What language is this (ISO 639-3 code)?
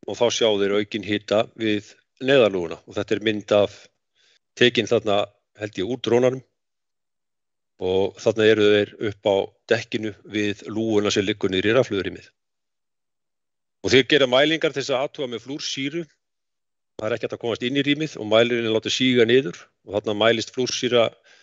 isl